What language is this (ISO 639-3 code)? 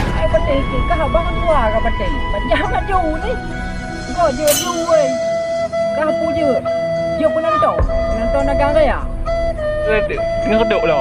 ace